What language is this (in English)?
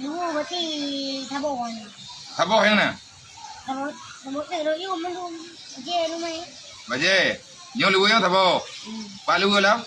Achinese